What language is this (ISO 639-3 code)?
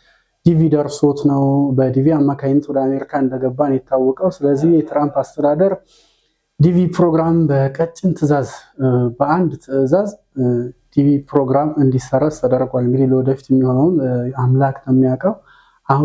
amh